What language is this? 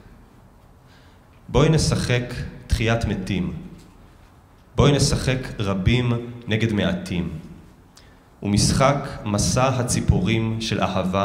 Hebrew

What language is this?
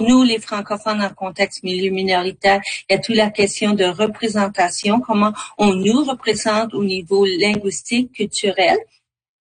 French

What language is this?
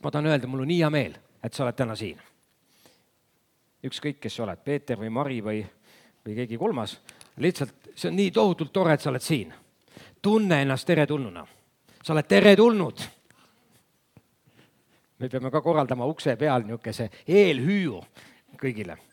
Estonian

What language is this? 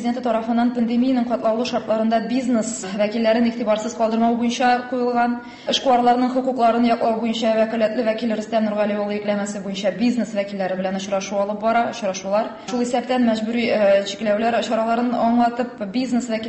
Tatar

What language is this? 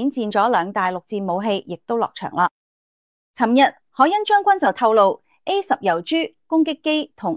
Cantonese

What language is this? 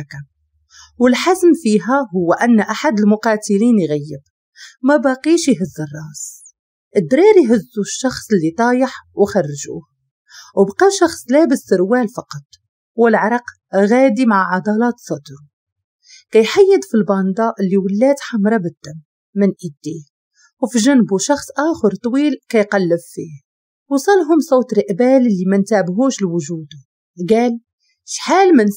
Moroccan Arabic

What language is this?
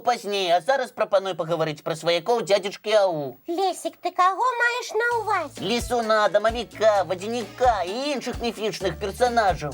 Belarusian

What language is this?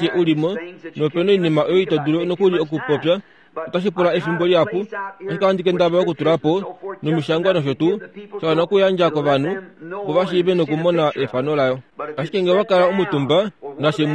Kuanyama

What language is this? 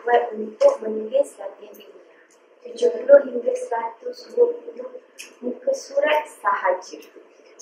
Malay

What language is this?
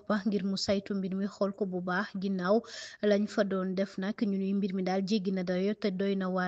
Wolof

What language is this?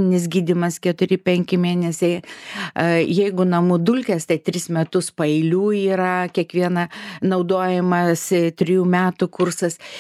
Lithuanian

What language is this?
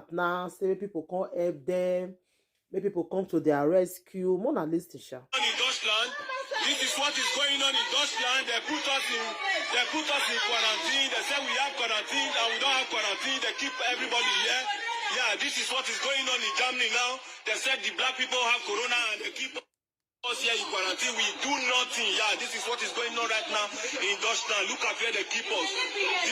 Nigerian Pidgin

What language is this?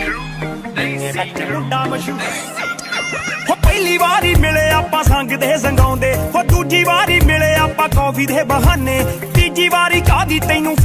Punjabi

